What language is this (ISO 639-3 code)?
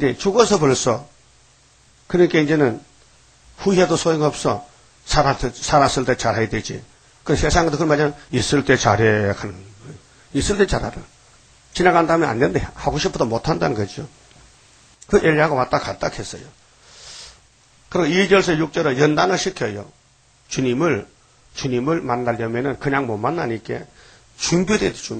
kor